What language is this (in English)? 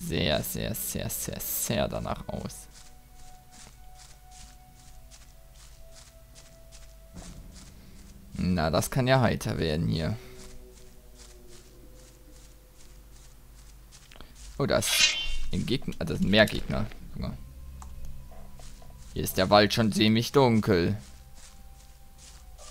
German